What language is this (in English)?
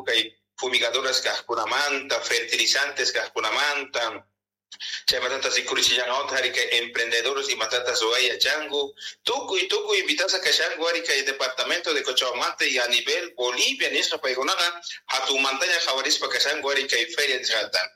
South Bolivian Quechua